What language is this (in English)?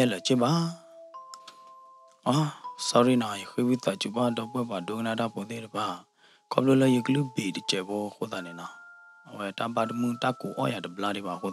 S'gaw Karen